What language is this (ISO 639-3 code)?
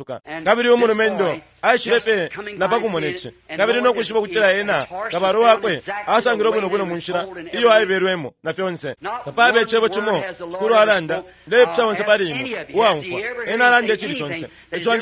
bem